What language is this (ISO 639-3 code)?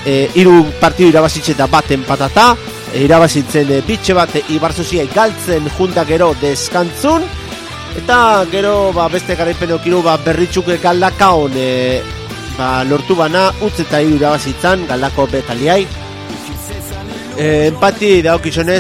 eus